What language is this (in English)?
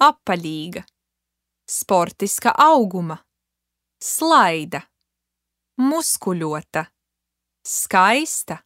Latvian